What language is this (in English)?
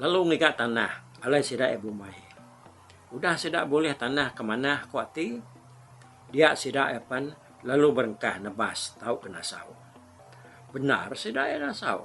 Iban